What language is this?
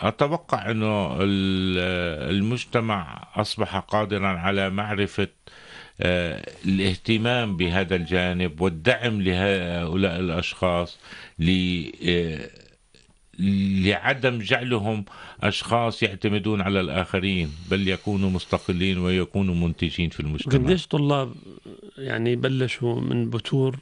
North Levantine Arabic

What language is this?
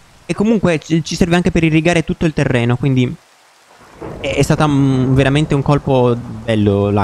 Italian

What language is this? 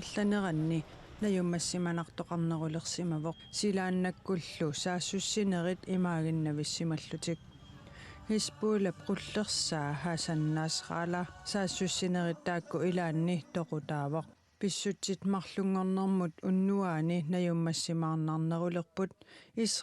Kalaallisut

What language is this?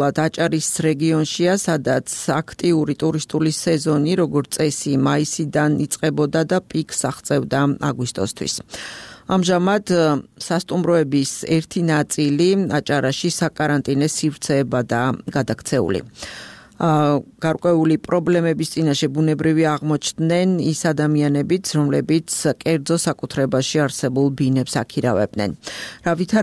Georgian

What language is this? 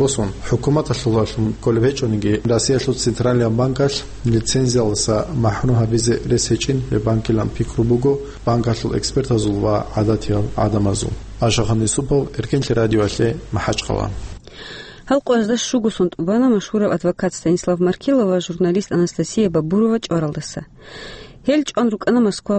Avaric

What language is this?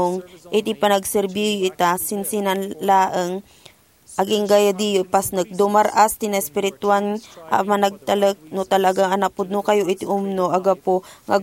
Iloko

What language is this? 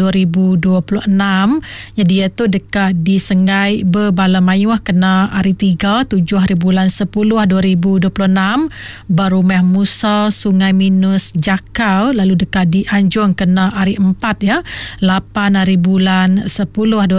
Iban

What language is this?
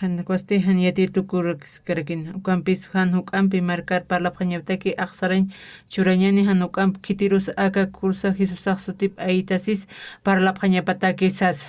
Aymara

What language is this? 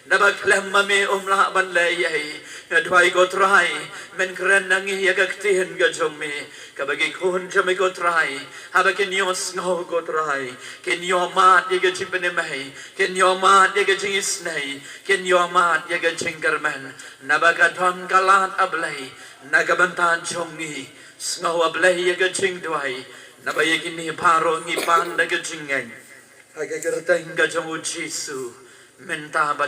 Khasi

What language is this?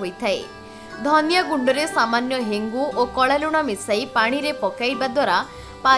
Odia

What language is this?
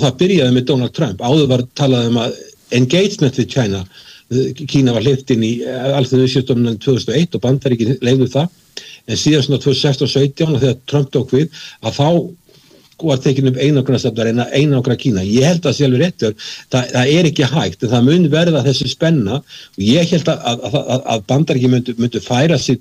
Icelandic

